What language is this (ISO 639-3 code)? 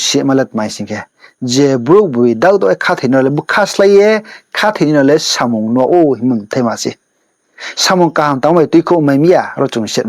ria